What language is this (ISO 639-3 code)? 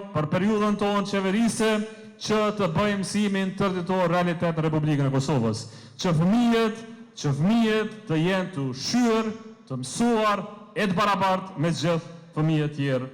sqi